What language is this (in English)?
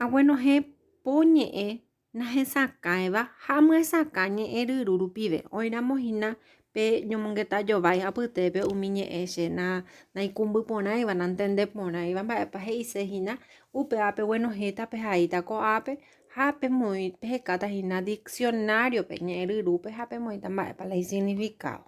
Guarani